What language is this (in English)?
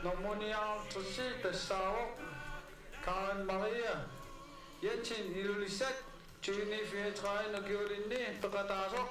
Kalaallisut